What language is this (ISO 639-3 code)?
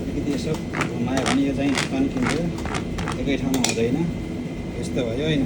nep